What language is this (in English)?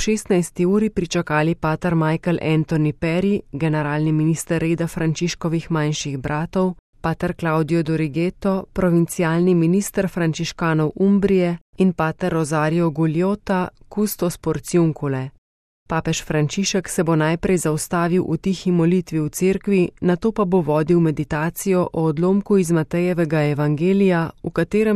Slovenian